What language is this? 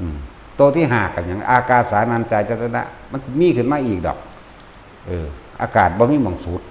Northeastern Thai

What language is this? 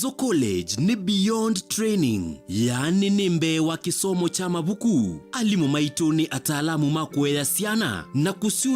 Kamba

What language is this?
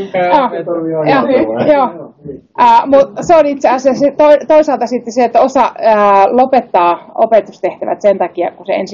Finnish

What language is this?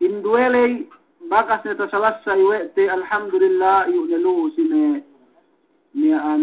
Yakan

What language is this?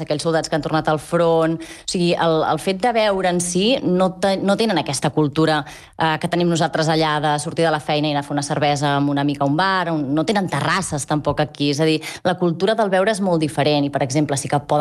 Catalan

